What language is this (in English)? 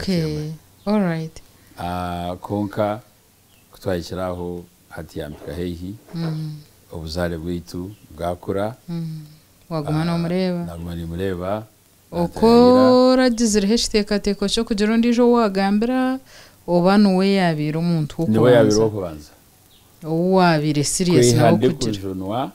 Nyankole